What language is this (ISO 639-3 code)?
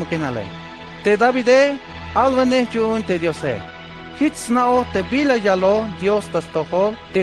tzh